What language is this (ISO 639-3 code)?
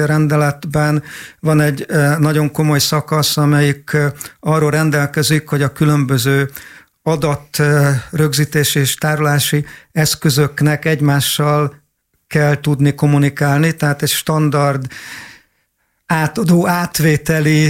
hun